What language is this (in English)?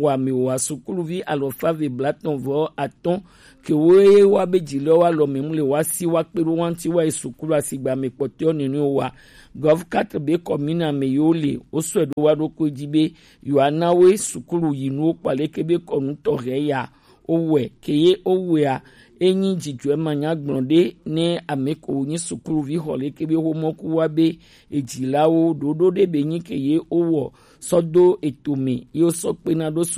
Gen